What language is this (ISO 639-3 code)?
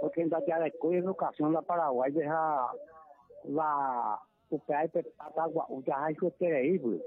grn